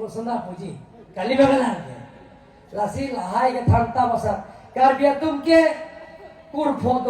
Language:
Karbi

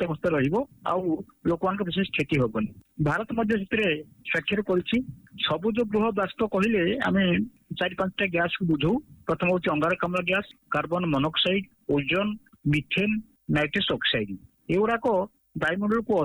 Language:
Odia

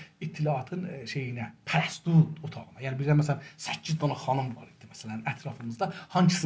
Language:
South Azerbaijani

